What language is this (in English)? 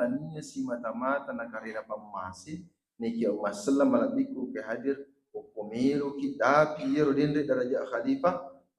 Buginese